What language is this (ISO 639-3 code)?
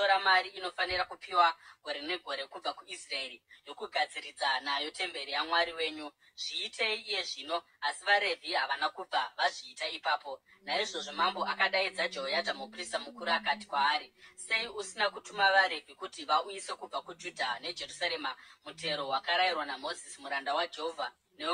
sna